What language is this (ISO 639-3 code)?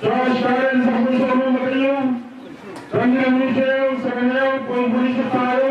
pon